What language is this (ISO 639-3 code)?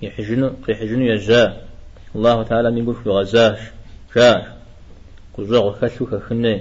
kbd